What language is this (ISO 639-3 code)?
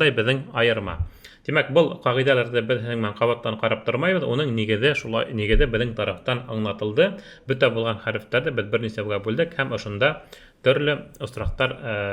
bak